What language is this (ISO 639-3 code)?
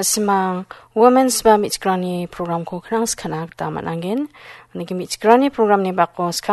grt